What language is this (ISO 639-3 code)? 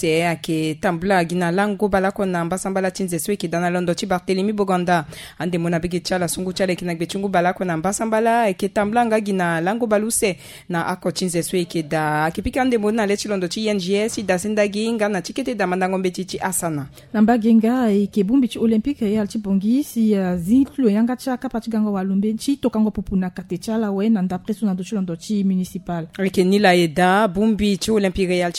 sag